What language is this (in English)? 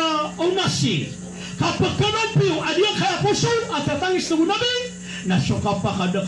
Maranao